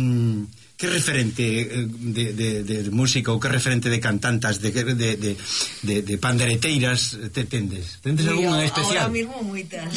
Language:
Galician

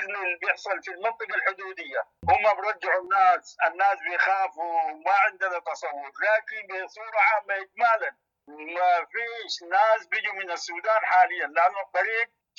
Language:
Sudanese Arabic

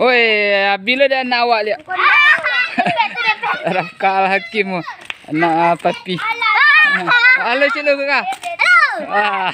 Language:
Minangkabau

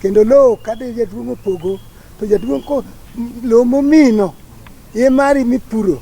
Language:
Luo (Kenya and Tanzania)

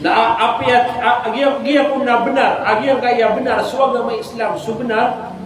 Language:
Maranao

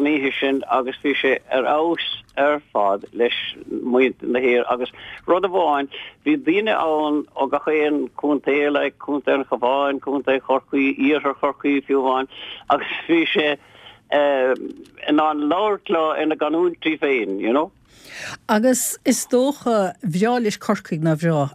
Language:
Irish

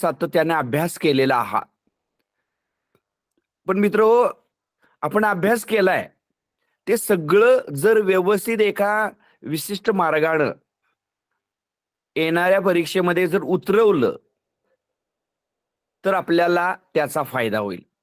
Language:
Marathi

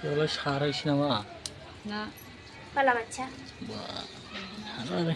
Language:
Bodo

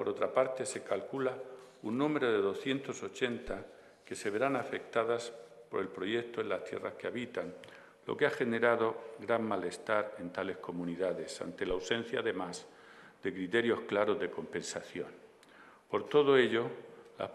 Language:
Spanish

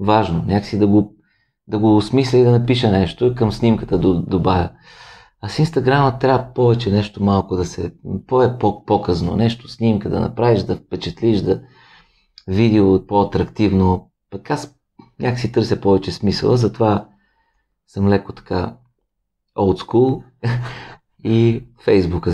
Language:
Bulgarian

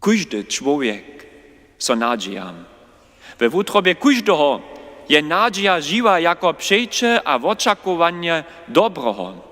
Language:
Upper Sorbian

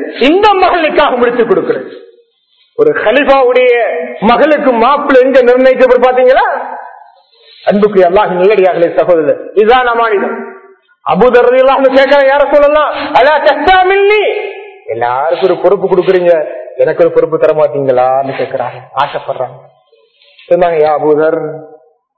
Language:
Tamil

